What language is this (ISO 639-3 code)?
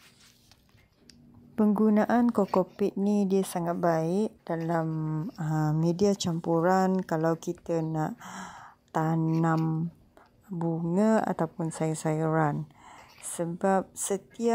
msa